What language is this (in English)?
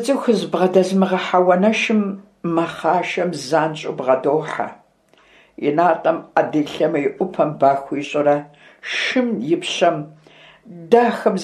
Kabardian